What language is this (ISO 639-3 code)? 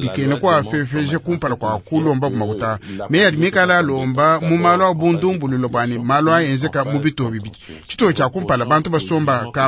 lua